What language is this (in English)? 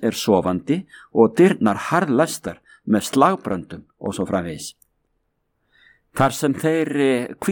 Icelandic